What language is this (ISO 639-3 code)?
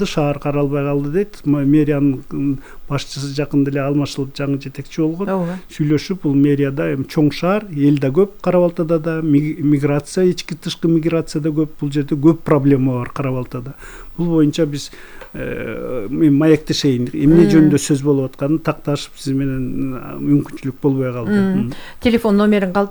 kir